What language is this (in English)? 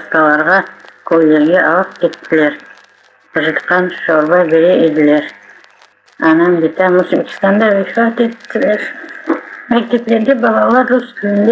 Crimean Tatar